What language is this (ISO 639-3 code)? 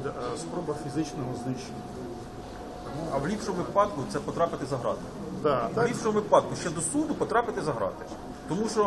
ukr